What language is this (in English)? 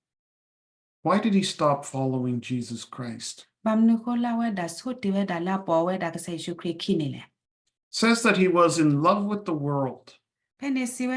S'gaw Karen